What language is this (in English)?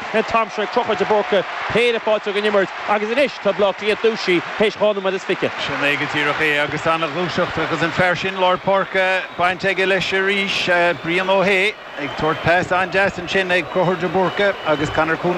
Irish